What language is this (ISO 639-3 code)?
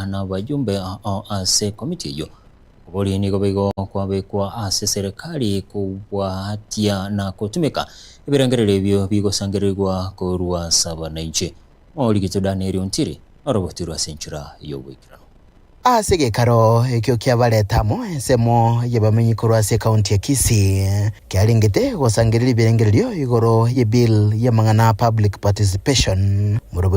guz